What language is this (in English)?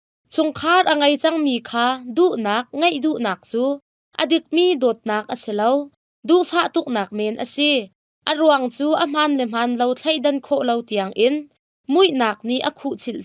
Hakha Chin